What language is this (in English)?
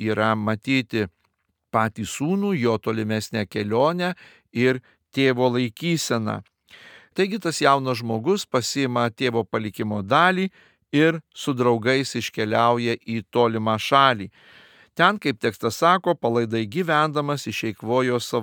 Lithuanian